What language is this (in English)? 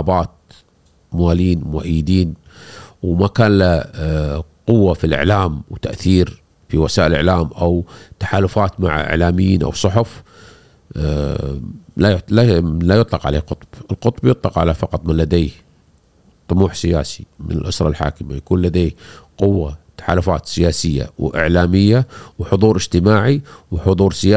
Gulf Arabic